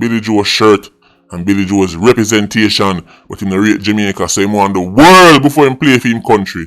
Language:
Jamaican Creole English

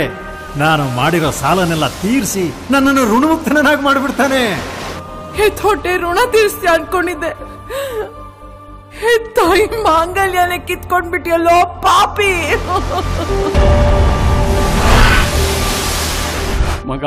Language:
Kannada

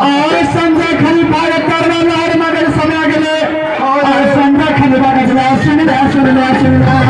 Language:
Maithili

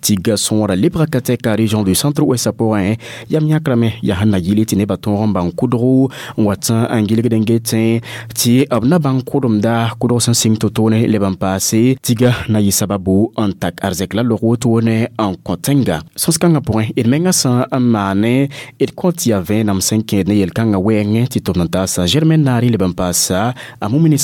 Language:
Mossi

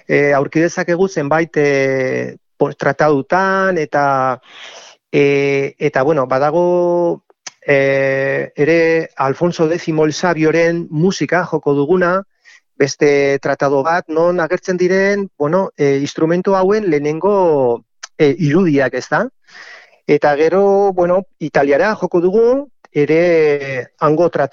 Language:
Basque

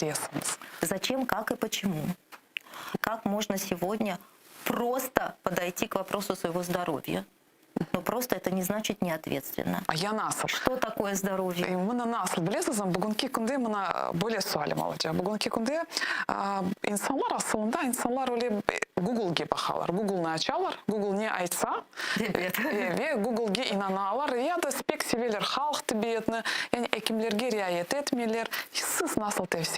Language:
Crimean Tatar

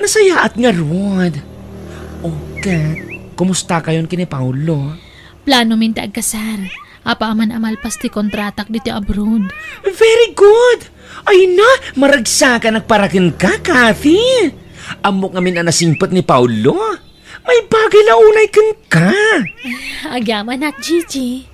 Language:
Iloko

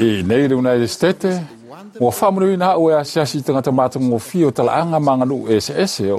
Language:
Samoan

